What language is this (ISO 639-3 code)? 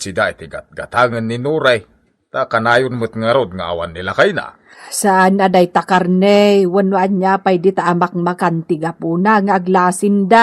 ilo